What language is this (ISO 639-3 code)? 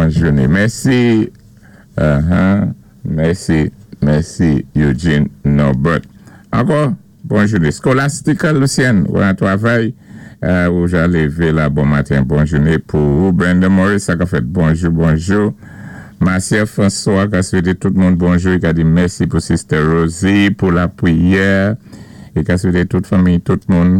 acf